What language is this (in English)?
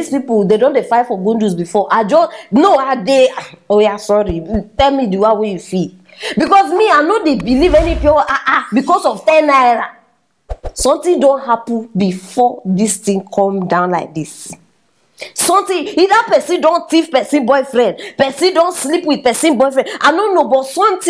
Nigerian Pidgin